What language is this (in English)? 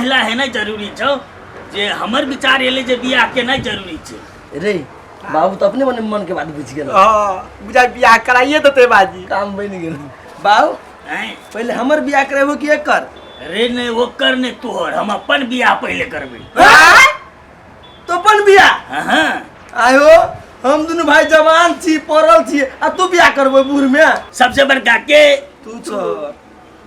Maithili